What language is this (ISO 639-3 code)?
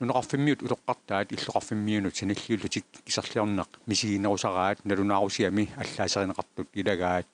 kal